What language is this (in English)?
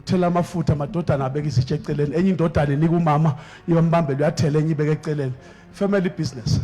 Zulu